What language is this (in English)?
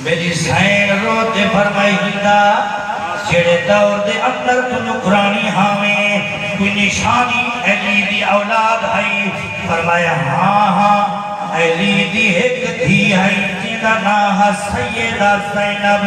Saraiki